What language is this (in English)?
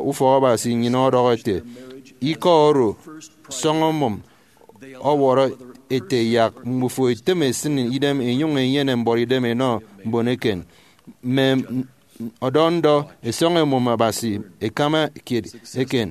Efik